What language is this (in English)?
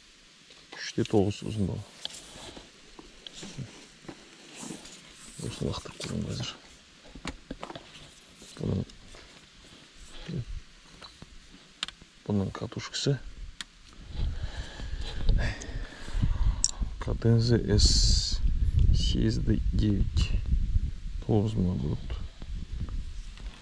Kazakh